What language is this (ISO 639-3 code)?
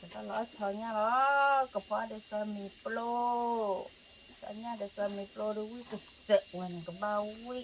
ksw